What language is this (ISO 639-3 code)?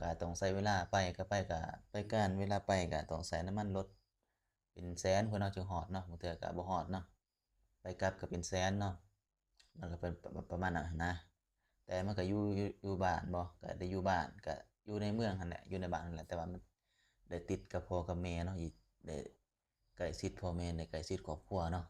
lao